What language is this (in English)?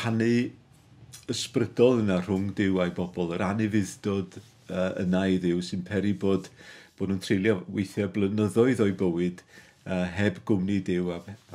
Welsh